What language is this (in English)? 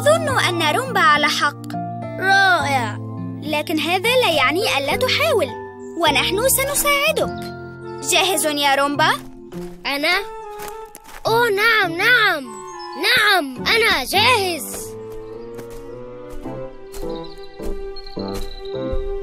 Arabic